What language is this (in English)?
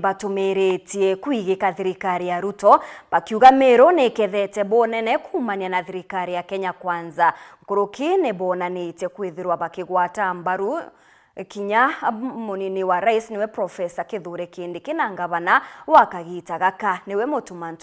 Meru